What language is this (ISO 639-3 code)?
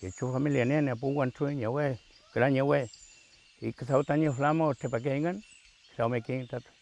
arn